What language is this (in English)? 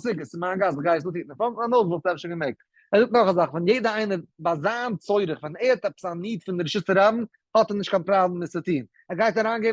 Yiddish